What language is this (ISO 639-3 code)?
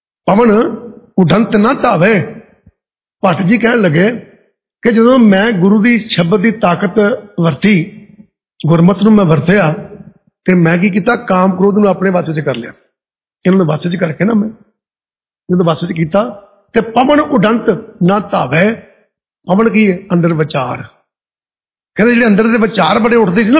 pan